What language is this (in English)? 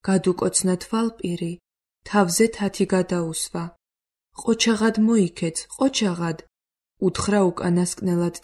Georgian